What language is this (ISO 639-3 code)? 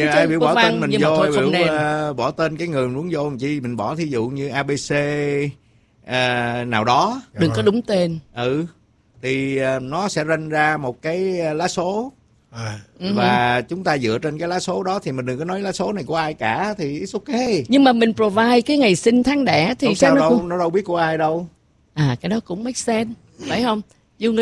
vie